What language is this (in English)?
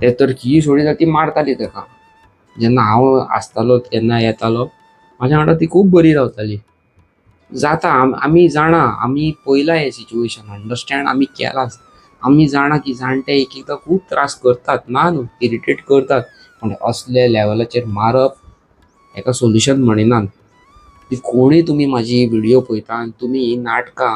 Konkani